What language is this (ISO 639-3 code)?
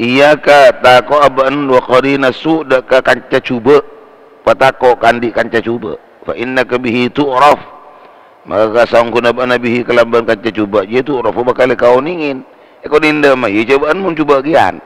mad